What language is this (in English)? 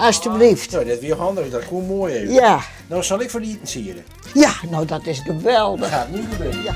Western Frisian